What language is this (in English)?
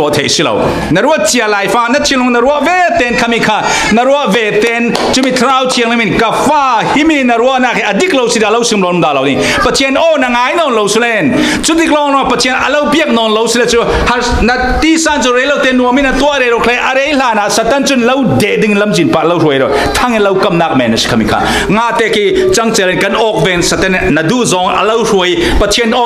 Falam Chin